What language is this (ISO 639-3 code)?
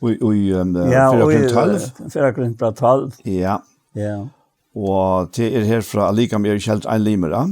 fao